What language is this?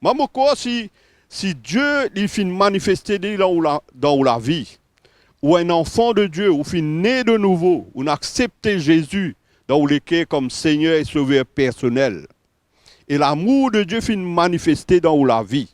Morisyen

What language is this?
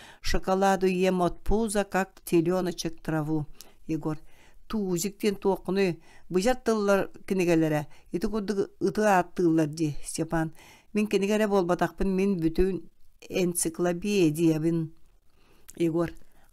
Yakut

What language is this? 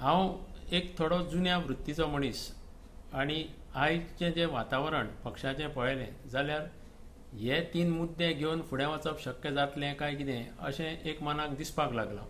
Konkani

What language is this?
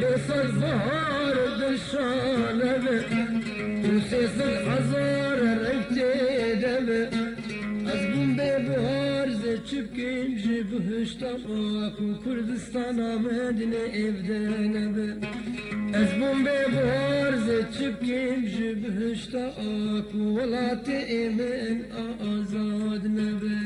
Kurdish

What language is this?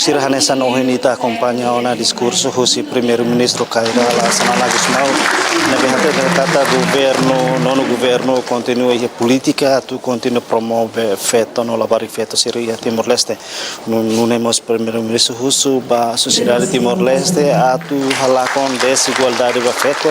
Tetum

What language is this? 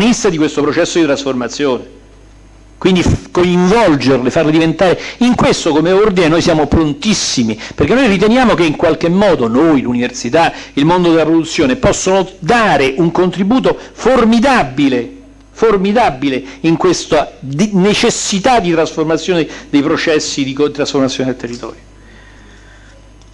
Italian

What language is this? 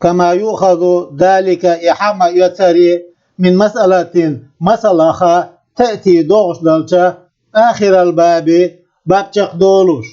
Chechen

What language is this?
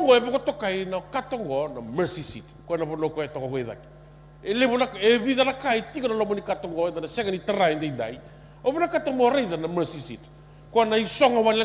Fijian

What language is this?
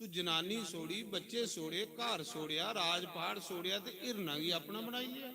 Dogri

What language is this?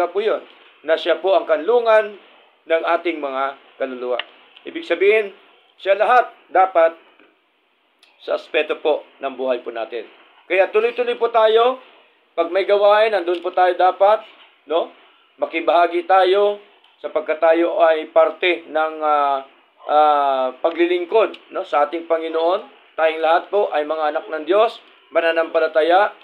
Filipino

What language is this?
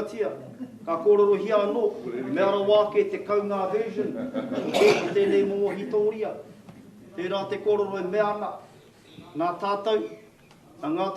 Māori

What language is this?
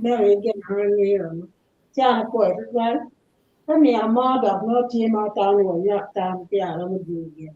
Acoli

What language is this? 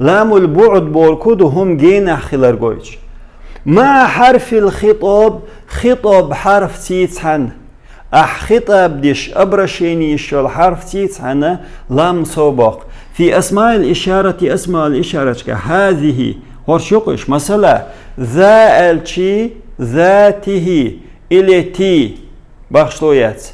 Chechen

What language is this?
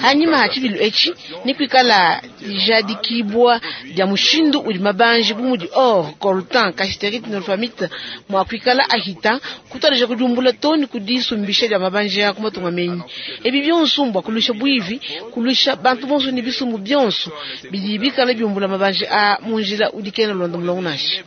Luba-Lulua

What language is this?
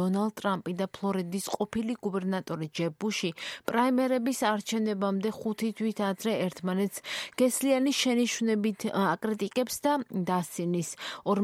Georgian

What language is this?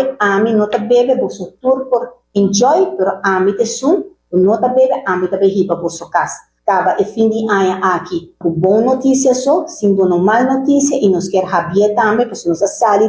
Papiamento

